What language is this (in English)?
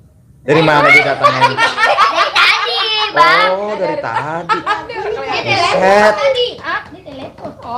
Betawi